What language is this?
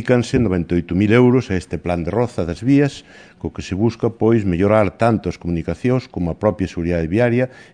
Galician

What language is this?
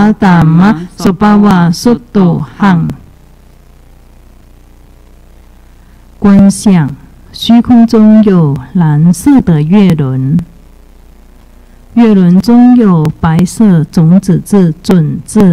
Chinese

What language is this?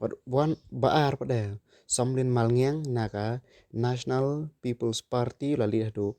Khasi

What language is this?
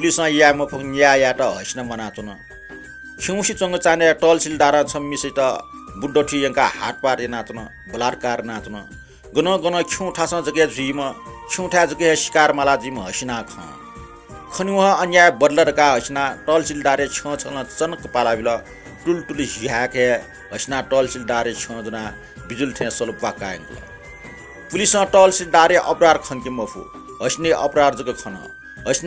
Newari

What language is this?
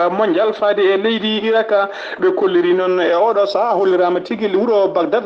Fula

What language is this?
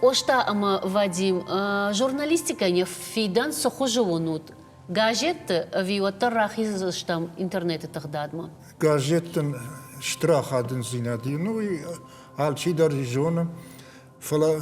Ossetic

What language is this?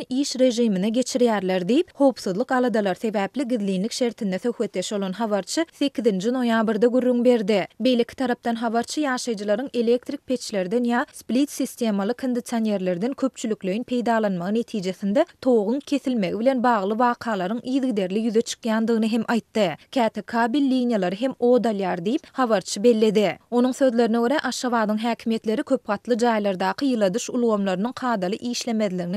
Turkmen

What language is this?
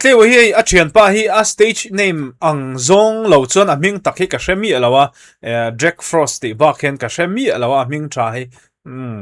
Mizo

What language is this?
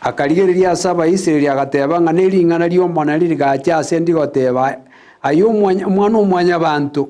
Gusii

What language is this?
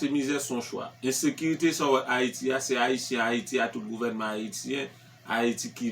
Haitian Creole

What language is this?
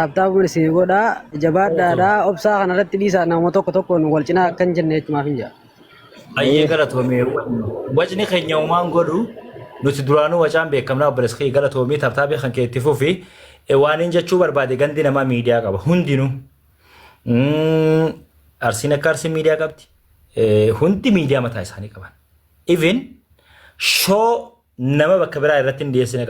Oromo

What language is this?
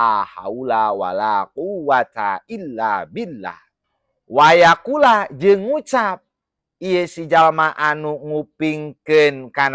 Sundanese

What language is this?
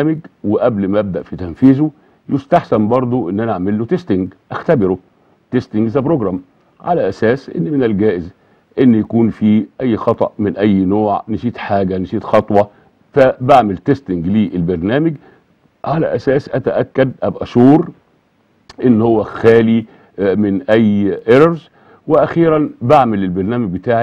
Egyptian Arabic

